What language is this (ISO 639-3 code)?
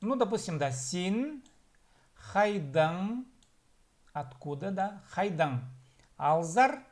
kjh